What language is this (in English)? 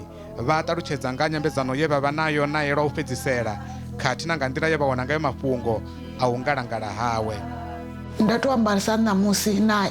Venda